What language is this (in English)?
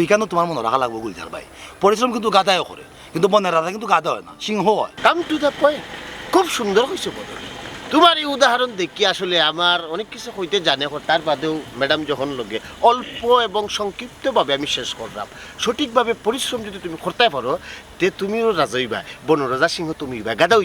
Sylheti